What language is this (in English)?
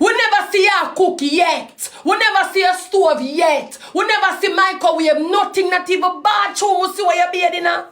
Jamaican Creole English